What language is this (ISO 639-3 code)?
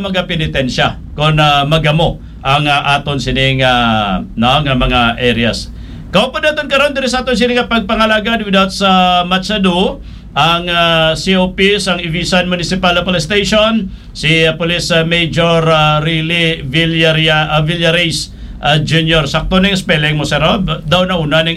hil